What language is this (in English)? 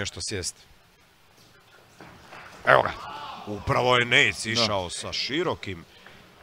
Croatian